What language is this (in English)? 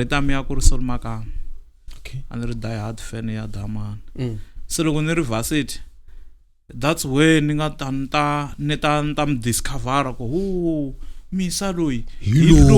Tsonga